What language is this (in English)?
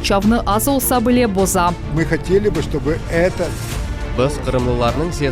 Crimean Tatar